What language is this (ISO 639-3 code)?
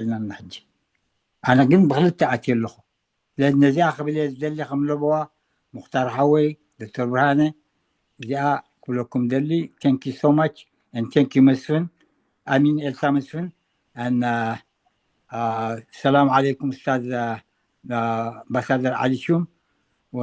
tir